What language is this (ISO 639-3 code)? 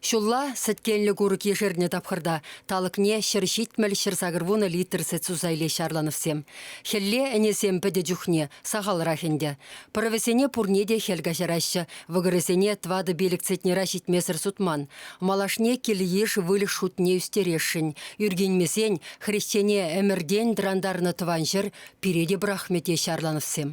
chv